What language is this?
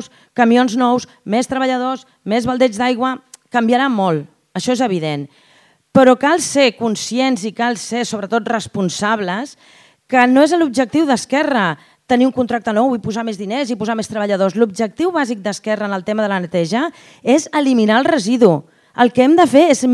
Catalan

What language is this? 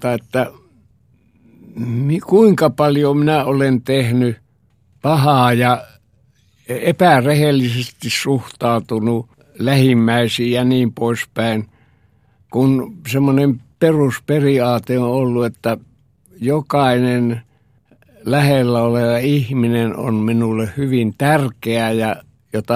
Finnish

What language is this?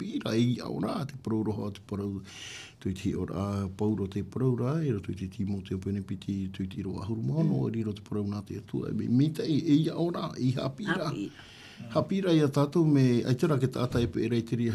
Tahitian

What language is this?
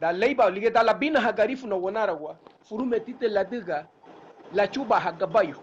Garifuna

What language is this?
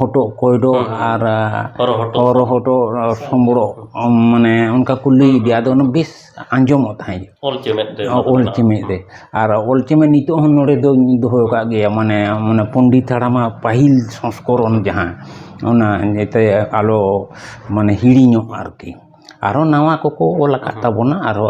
Santali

